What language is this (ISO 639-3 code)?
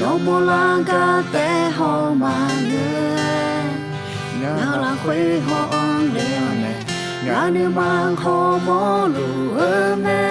ahk